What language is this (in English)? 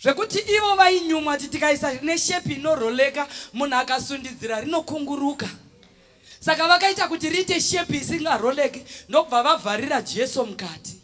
Shona